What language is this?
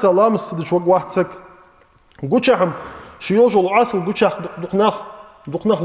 Ingush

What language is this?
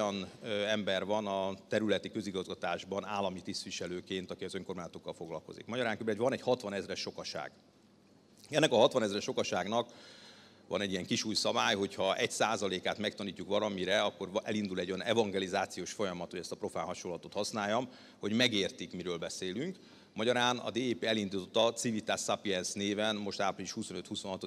Hungarian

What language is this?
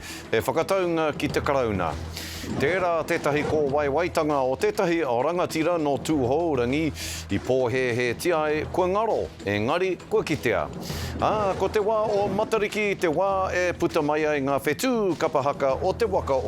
Māori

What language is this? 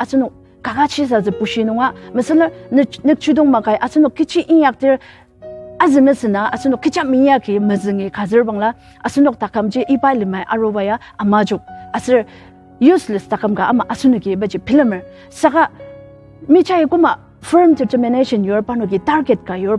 Ao Naga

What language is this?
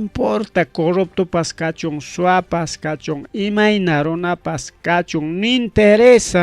Ayacucho Quechua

